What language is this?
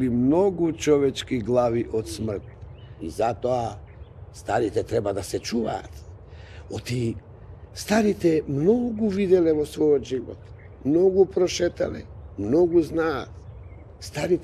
Macedonian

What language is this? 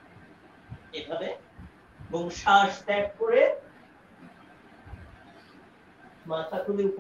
Bangla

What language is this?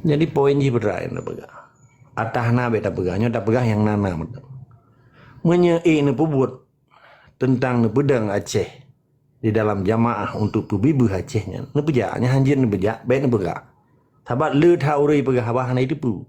Achinese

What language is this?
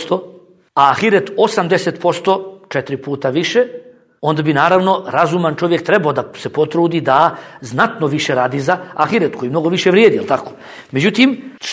Bosnian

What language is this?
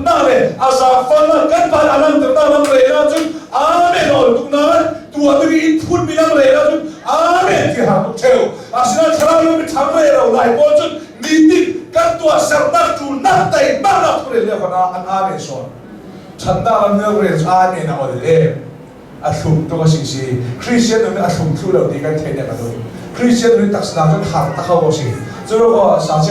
Hakha Chin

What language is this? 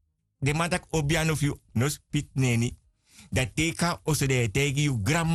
Sranan Tongo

